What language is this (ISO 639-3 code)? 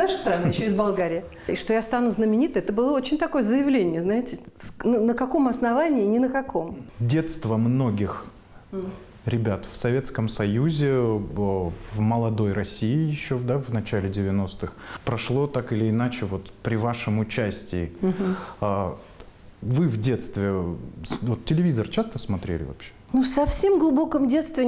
rus